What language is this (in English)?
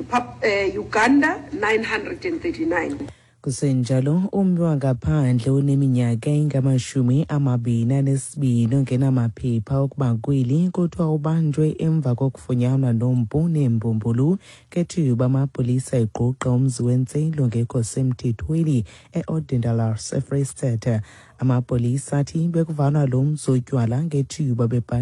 Xhosa